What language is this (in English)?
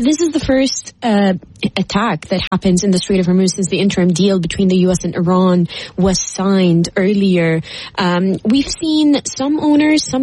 English